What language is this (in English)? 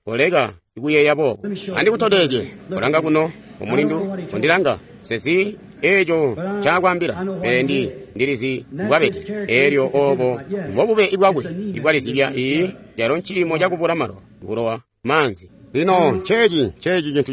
Tonga (Zambia)